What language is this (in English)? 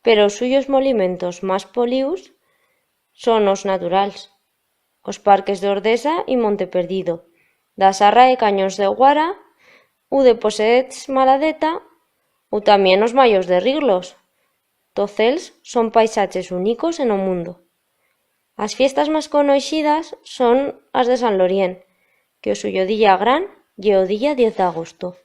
Aragonese